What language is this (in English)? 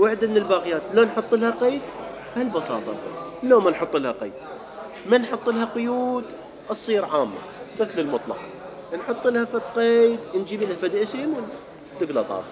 Mesopotamian Arabic